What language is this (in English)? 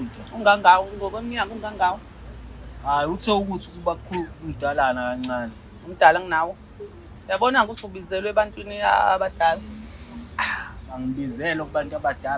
Zulu